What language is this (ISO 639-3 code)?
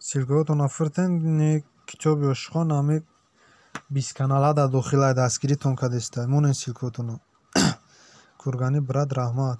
tgk